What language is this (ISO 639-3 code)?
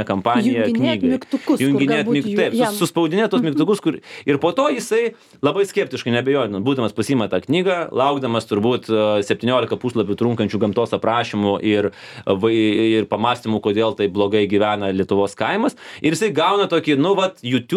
lit